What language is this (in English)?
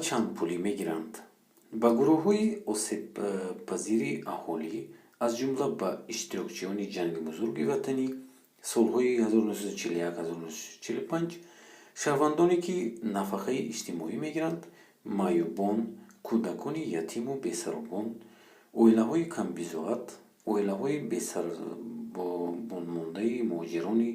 Tajik